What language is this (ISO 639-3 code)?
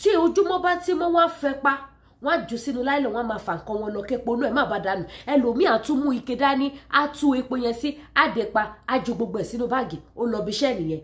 yor